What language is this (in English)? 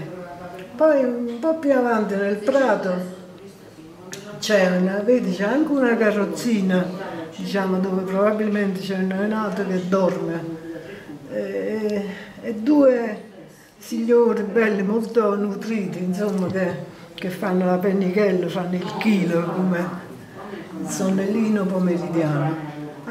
Italian